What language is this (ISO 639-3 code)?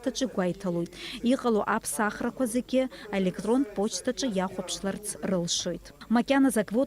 abk